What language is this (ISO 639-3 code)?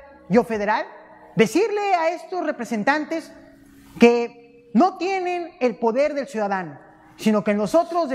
spa